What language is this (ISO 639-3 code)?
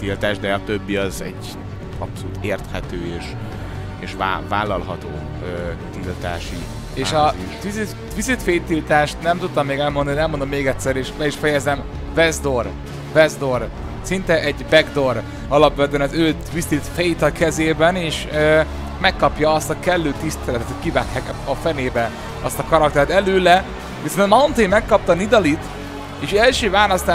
hun